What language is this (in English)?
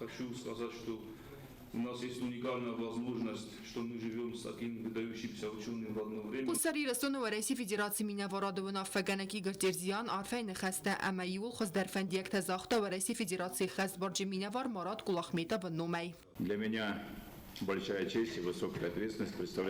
Ossetic